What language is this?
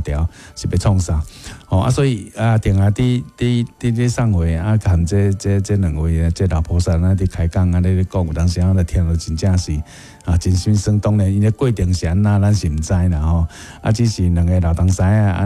Min Nan Chinese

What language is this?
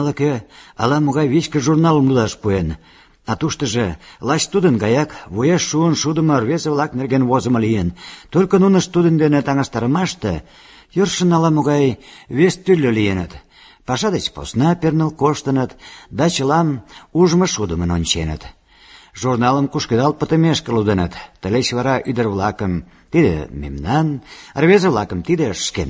Mari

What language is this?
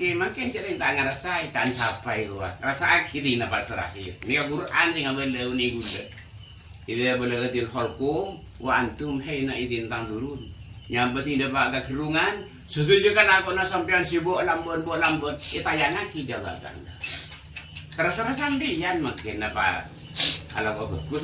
Madurese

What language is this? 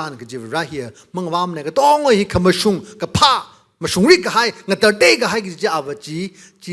Tangkhul Naga (India)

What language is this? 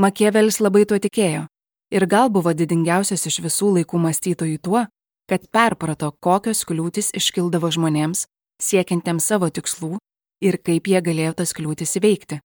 Lithuanian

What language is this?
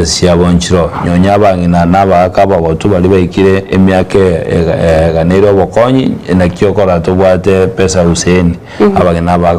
Gusii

